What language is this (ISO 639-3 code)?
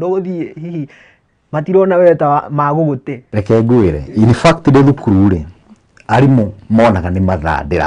kik